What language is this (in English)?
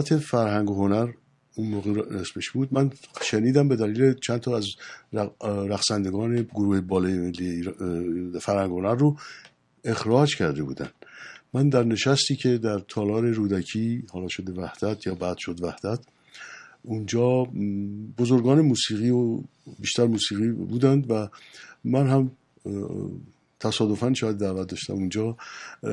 Persian